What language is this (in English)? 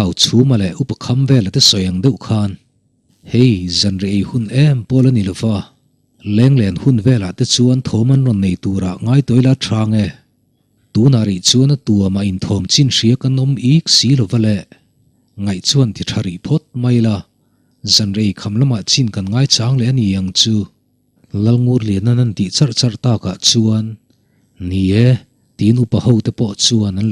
Mizo